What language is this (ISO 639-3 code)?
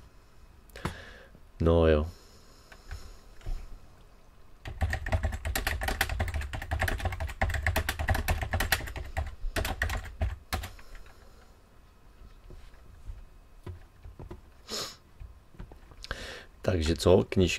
ces